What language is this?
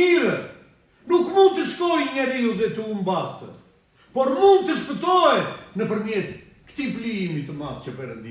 Albanian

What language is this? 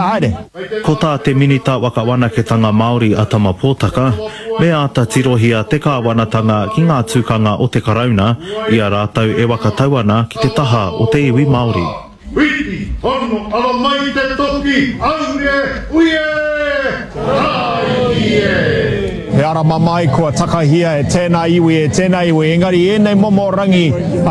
Māori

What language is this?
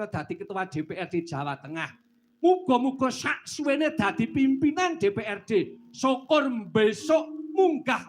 Javanese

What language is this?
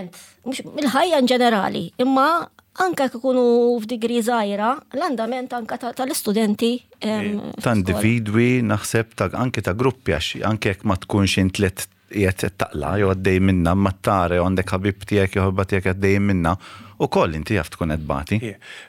Maltese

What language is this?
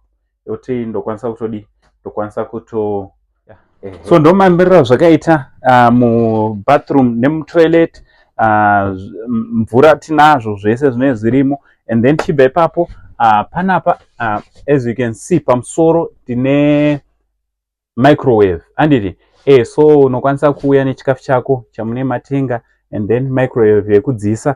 Shona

